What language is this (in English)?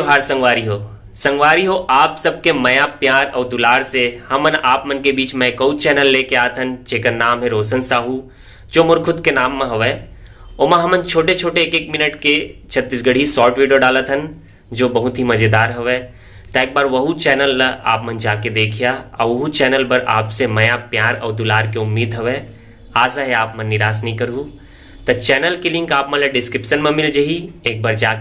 Chhattisgarhi